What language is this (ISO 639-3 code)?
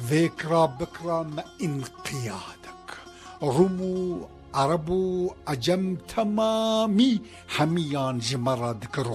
kur